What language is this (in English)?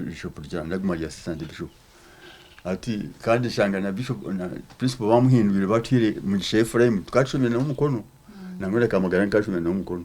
Nyankole